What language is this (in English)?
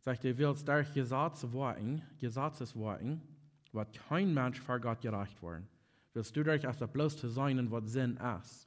Plautdietsch